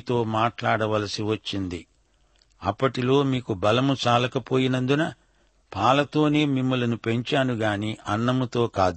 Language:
Telugu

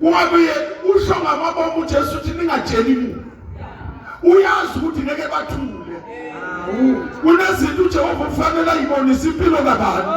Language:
Zulu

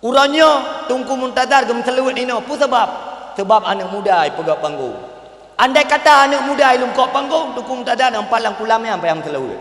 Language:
Achinese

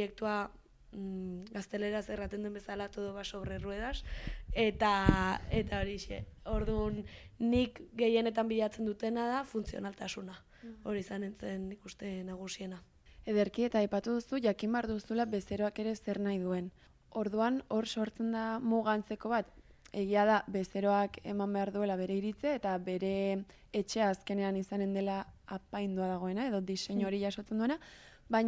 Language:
Basque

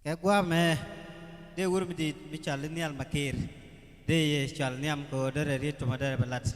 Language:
Nuer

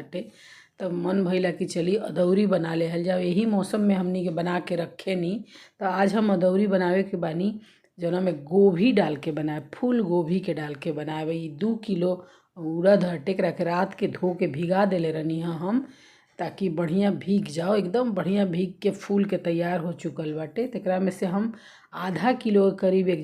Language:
Bhojpuri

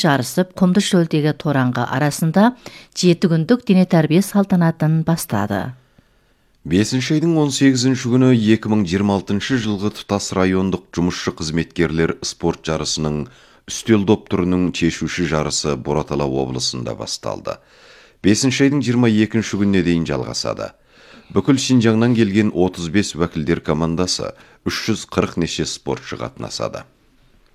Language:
Kazakh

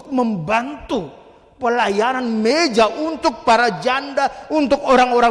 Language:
Batak Toba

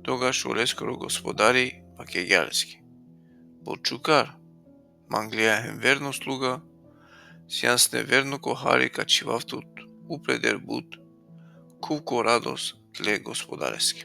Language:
Balkan Romani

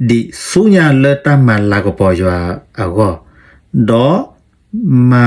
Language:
S'gaw Karen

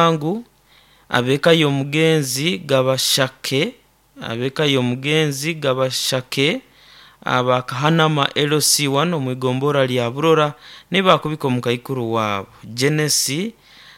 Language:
Nyoro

